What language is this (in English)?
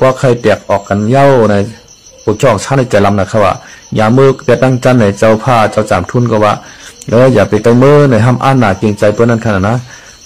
Shan